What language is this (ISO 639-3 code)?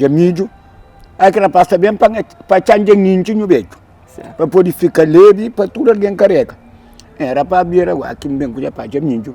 kea